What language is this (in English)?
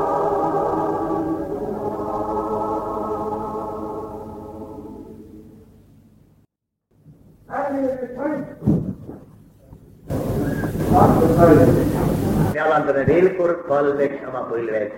Estonian